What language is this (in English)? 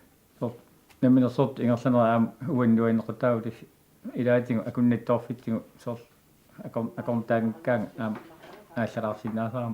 Kalaallisut